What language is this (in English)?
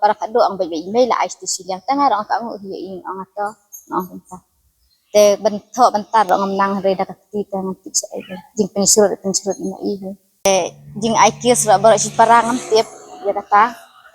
Khasi